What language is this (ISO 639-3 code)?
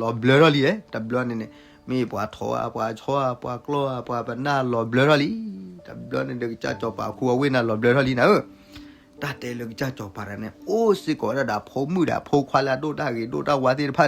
ksw